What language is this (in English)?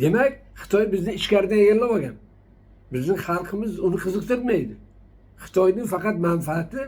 Uzbek